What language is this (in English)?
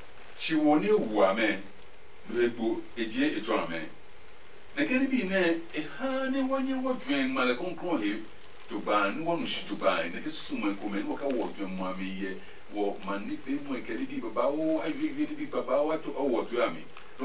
Adangme